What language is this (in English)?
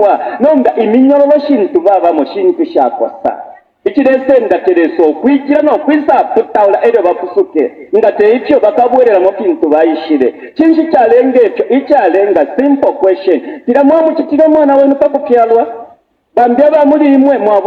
Bemba